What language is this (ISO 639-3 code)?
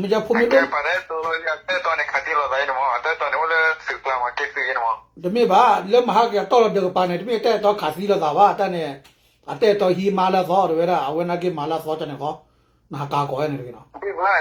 ksw